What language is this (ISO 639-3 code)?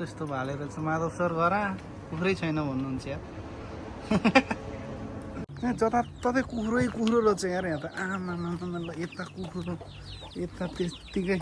nep